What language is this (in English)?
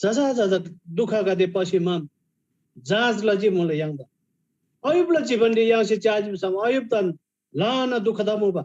Eastern Tamang